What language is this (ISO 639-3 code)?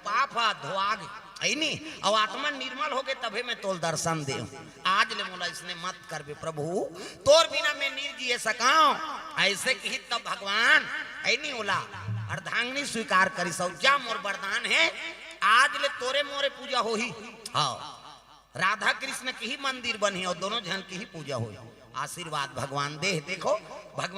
hne